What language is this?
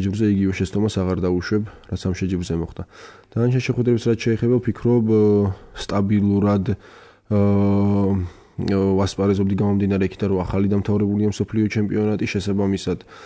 Georgian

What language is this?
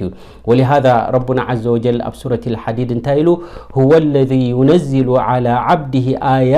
Tigrinya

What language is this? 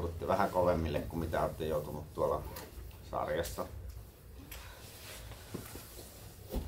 Finnish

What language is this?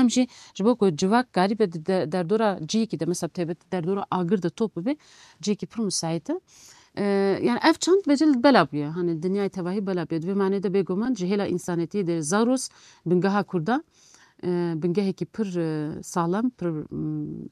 Kurdish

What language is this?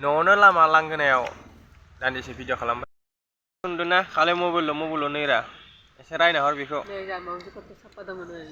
Bodo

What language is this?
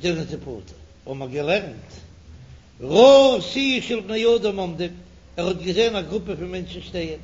Yiddish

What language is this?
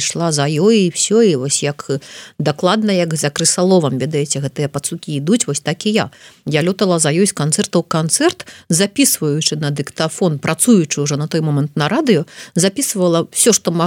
Belarusian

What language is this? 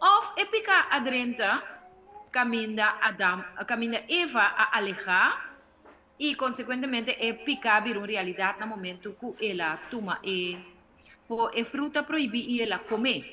Papiamento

